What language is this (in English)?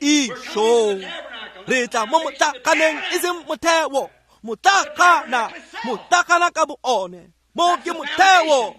Tswana